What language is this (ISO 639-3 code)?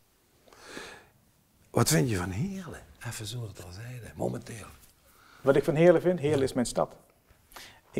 nld